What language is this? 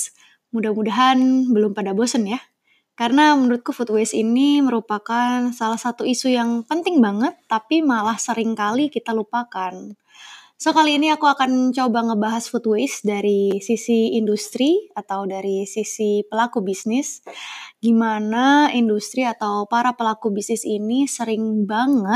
Indonesian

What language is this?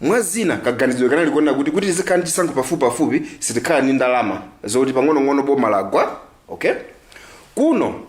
Nyanja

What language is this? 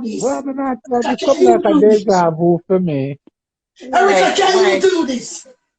Jamaican Creole English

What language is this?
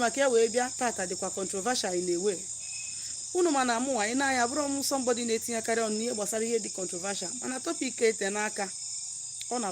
Igbo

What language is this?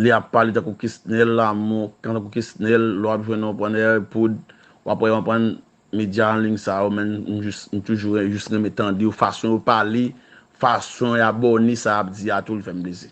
Haitian Creole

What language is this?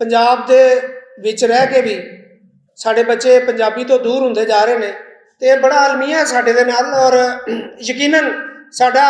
Western Panjabi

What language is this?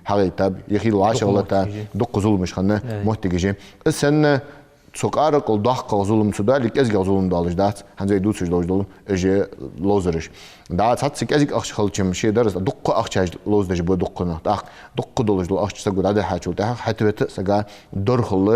Ingush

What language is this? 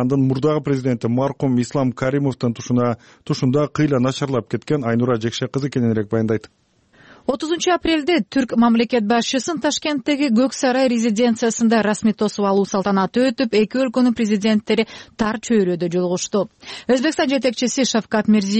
Kyrgyz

